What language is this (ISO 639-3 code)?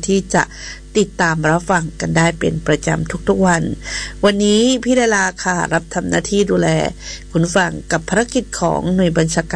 tha